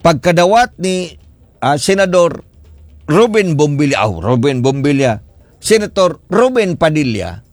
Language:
Cebuano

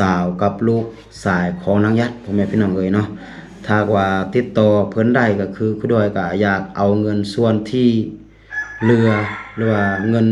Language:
Lao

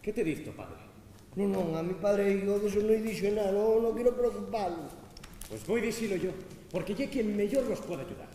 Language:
Asturian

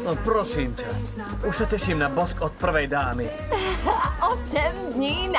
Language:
Slovak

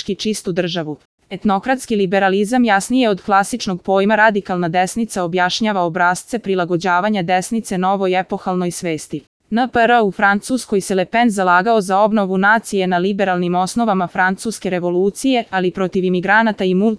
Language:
Serbian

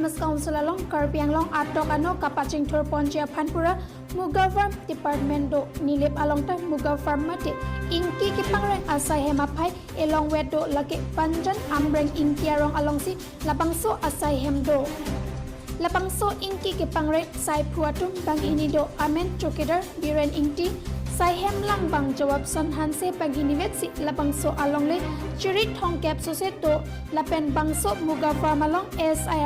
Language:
Karbi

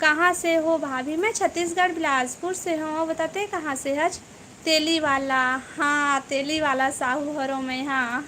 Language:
Chhattisgarhi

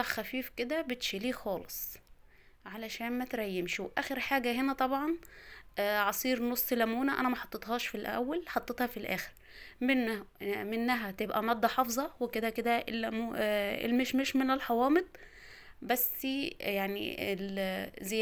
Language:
Egyptian Arabic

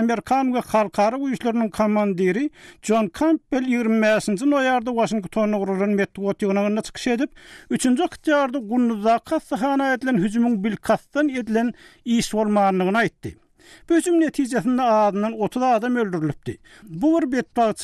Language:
Turkmen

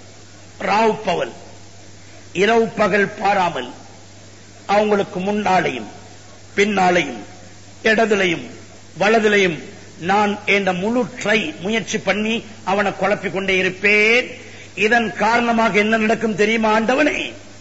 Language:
Tamil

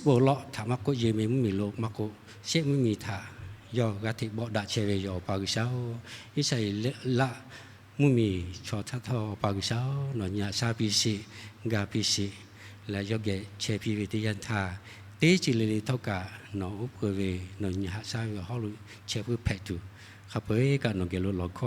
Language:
Lahu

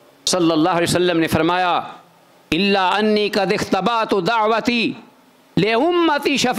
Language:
Urdu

